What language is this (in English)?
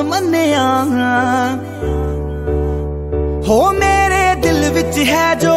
Punjabi